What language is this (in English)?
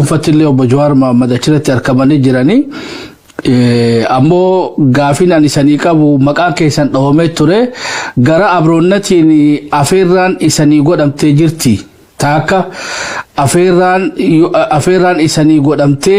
Oromo